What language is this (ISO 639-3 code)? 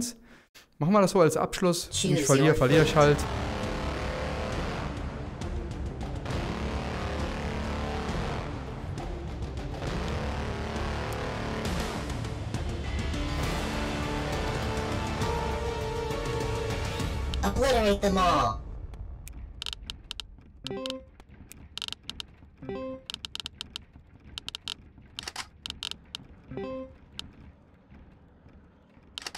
deu